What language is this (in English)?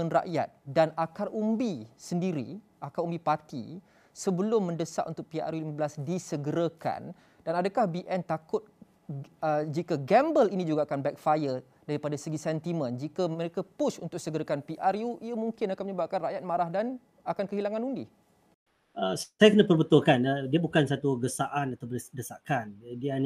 Malay